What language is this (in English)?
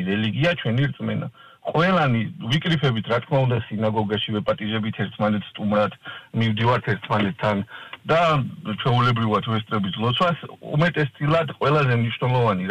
Georgian